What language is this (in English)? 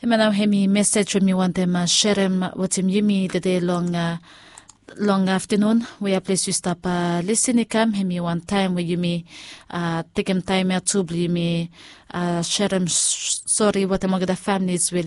Bislama